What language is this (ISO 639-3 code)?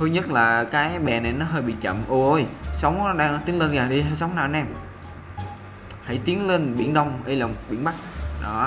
vie